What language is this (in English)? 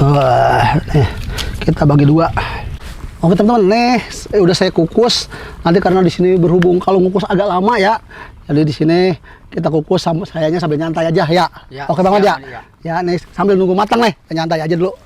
Betawi